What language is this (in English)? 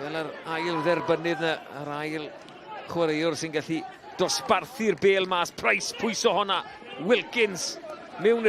Welsh